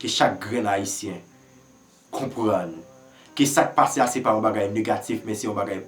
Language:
Haitian Creole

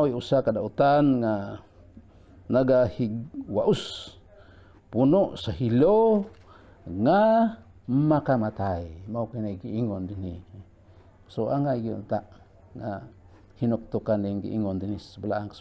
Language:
Cebuano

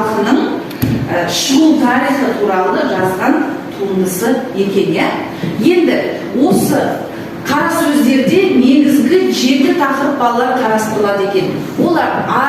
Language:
Kazakh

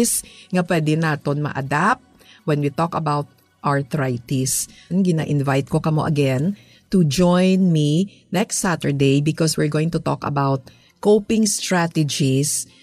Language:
Hiligaynon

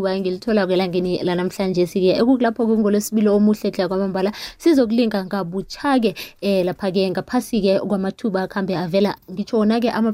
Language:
South Ndebele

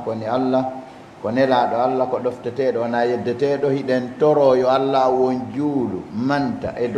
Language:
Fula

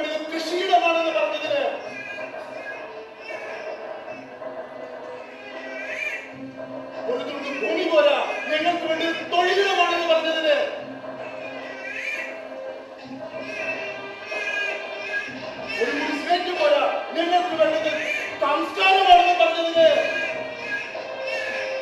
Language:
Malayalam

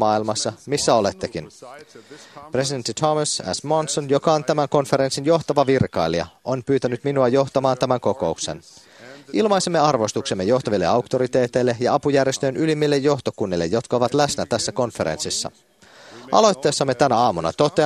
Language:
Finnish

